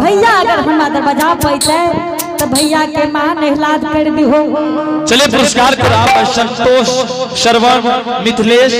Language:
Angika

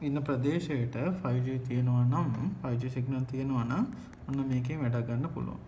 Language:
Sinhala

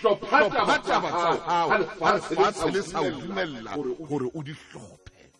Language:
Southern Sotho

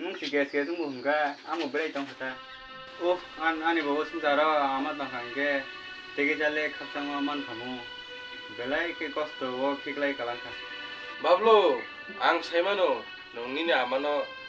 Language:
Kok Borok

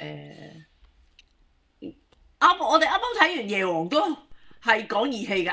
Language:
Cantonese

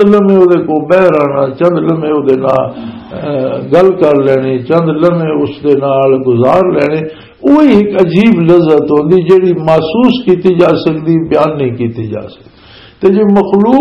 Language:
Western Panjabi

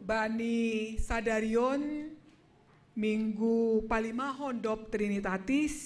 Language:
Batak Simalungun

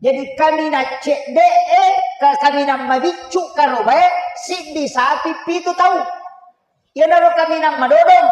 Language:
Buginese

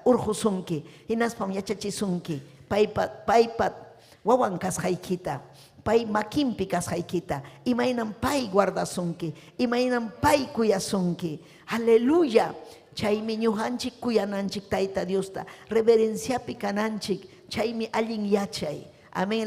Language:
Ayacucho Quechua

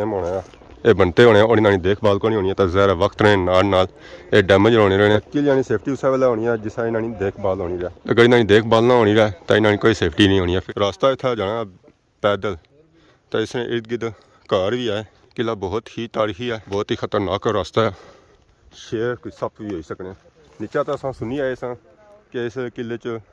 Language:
Pahari-Potwari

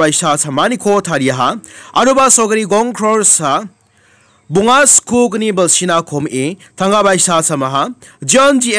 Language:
Garo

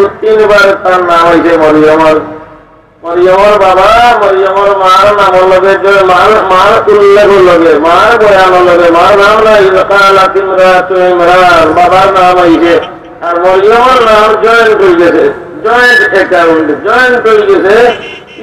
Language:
Sylheti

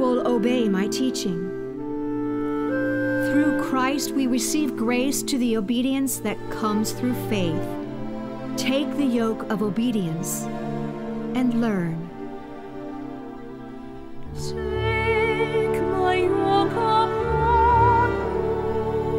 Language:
English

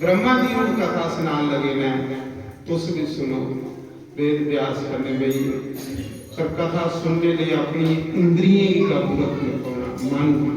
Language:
Dogri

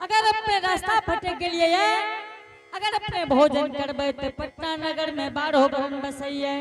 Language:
Angika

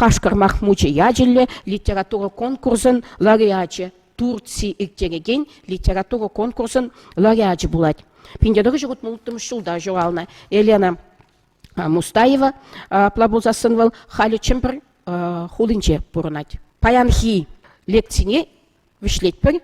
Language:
Chuvash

